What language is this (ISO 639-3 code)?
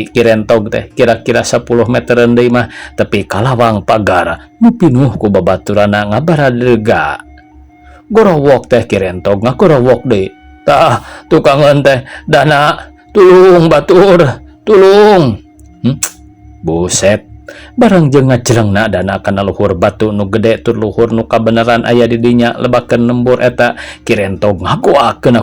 sun